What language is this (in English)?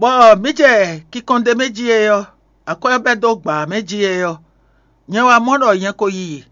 Fon